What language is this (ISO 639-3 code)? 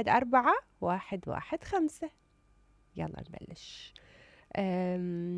acm